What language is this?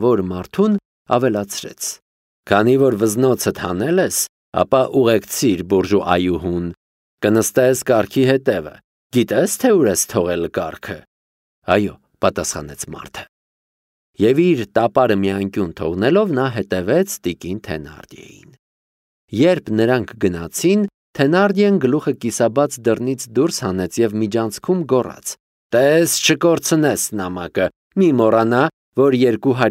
Armenian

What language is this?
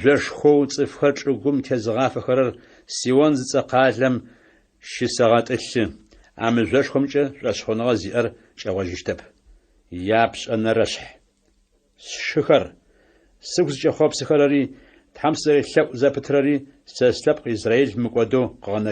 Adyghe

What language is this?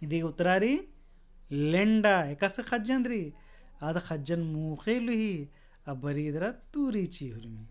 Kurukh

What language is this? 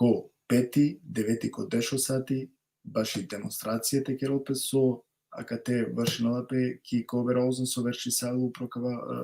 Balkan Romani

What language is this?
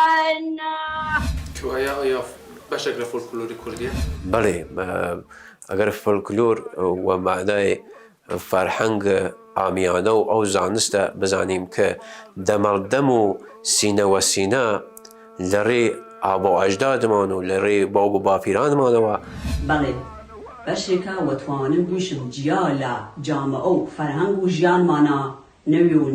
Kurdish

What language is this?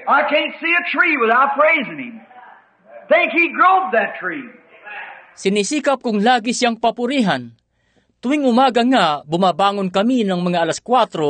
Filipino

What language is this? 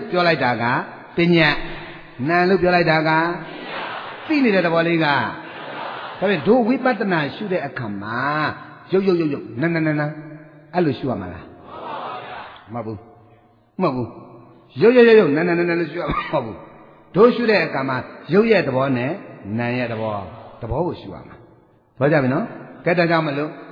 Burmese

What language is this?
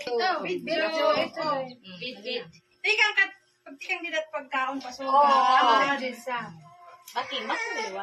Waray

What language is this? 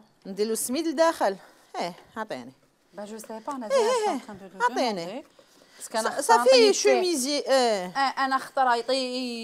Algerian Arabic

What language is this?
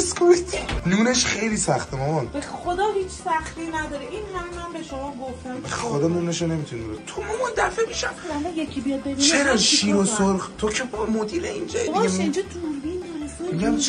Persian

